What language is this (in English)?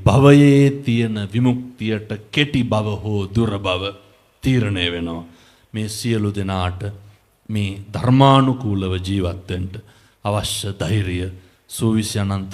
Sinhala